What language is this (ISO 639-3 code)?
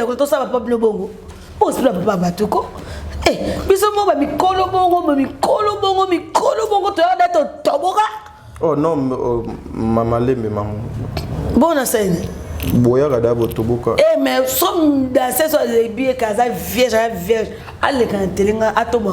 lin